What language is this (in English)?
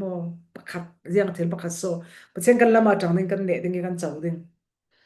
Falam Chin